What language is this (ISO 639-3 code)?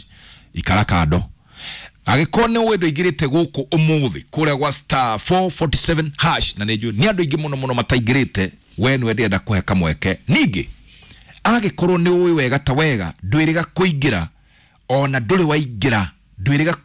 kik